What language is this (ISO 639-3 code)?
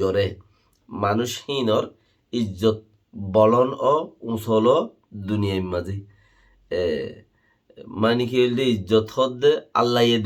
rhg